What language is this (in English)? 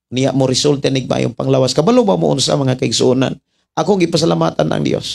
Cebuano